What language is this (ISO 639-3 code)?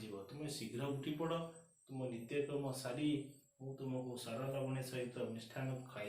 ori